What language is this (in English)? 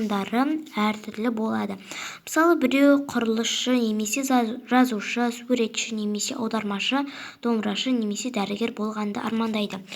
Kazakh